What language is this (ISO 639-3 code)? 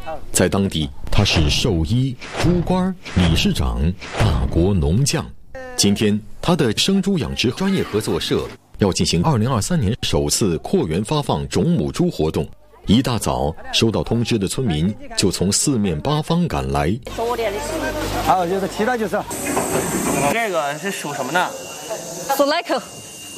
zho